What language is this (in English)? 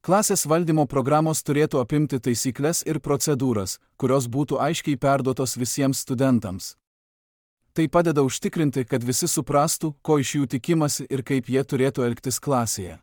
Lithuanian